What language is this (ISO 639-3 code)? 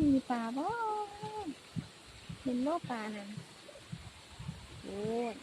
lao